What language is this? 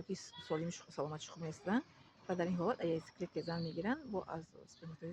Tajik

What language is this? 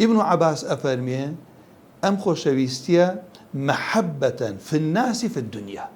Central Kurdish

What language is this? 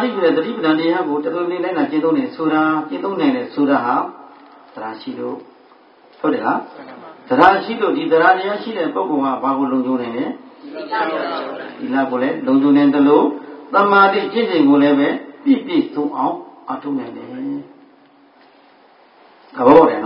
Burmese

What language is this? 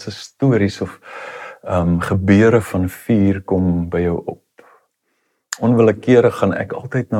Afrikaans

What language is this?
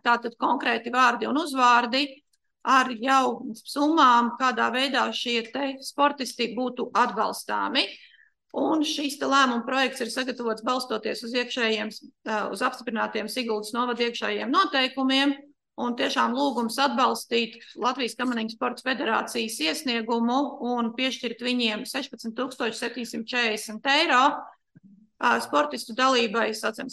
Latvian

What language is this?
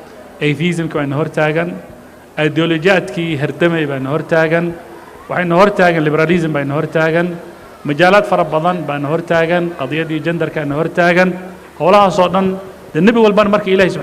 Somali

